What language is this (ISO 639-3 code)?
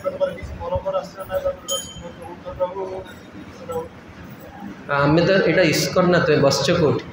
ori